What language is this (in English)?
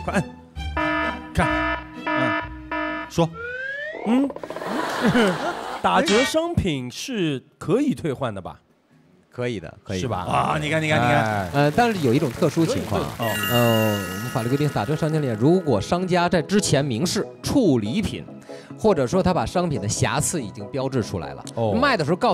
Chinese